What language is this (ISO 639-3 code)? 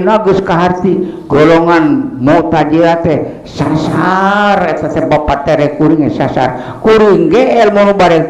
sun